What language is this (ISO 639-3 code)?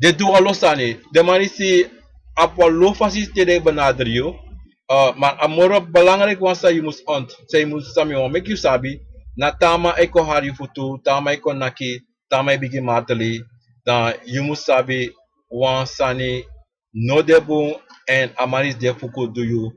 srn